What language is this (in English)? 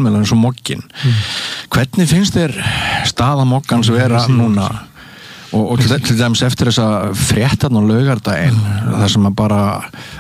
Icelandic